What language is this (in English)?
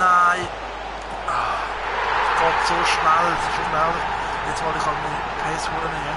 Swiss German